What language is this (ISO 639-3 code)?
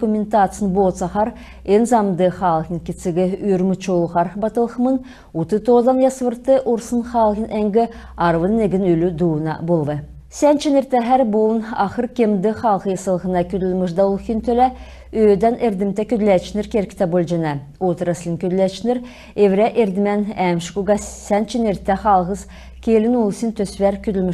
xal